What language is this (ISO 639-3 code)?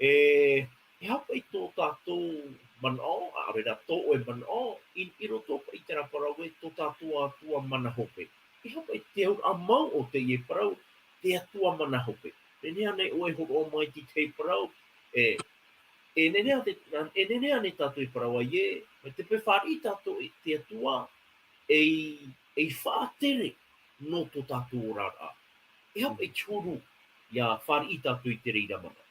tah